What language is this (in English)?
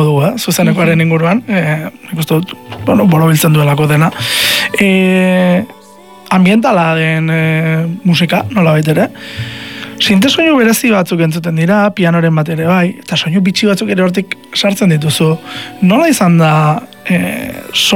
Basque